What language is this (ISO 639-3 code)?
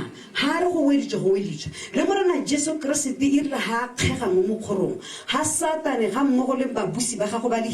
tsn